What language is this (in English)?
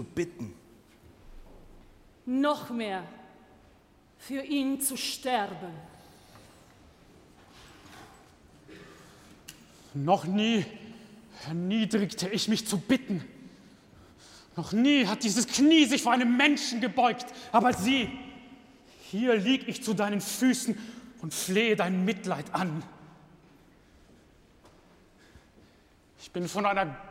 German